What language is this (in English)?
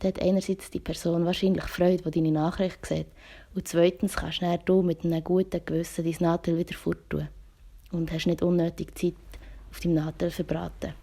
Swiss German